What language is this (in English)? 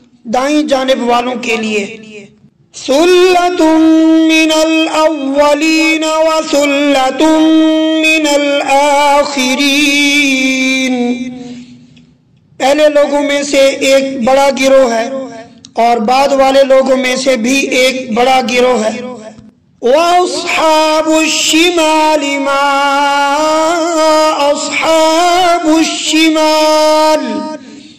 Urdu